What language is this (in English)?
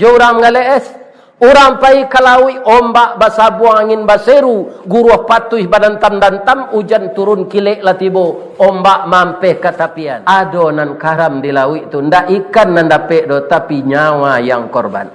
Minangkabau